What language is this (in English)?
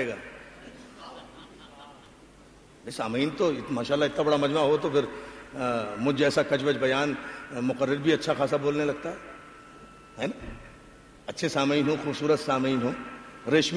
Urdu